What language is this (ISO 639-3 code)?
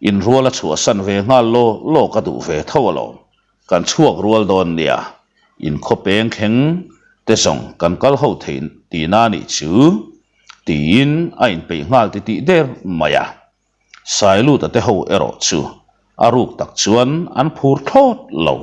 lus